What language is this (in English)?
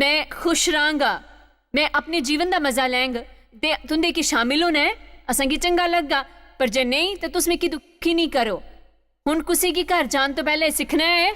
Dogri